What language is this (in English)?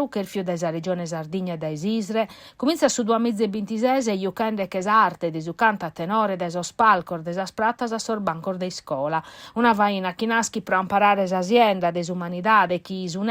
Sardinian